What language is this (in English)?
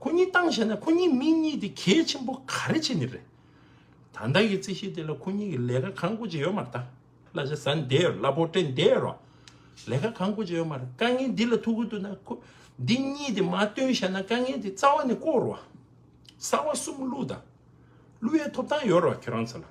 Tibetan